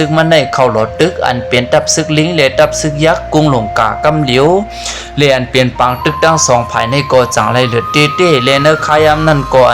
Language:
Shan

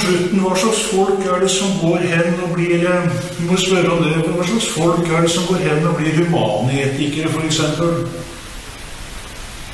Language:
Norwegian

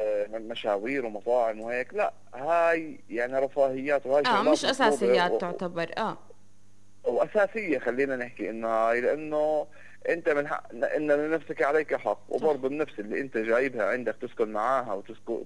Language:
North Levantine Arabic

